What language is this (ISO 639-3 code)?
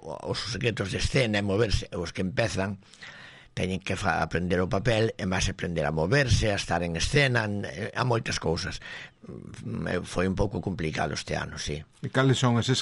glg